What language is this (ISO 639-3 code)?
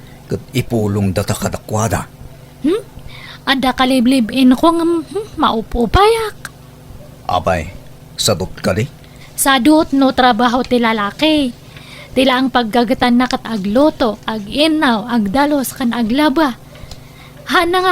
ilo